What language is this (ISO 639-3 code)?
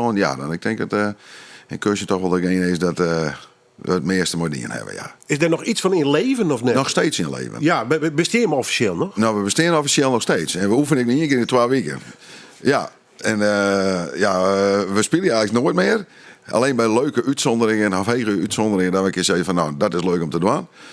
fry